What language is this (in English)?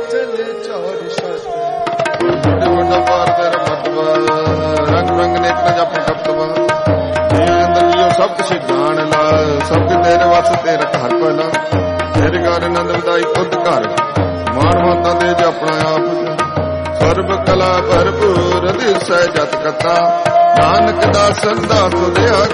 Punjabi